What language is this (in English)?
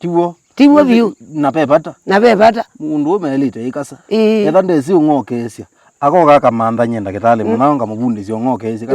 Kamba